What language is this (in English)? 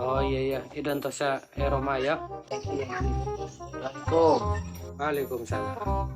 Madurese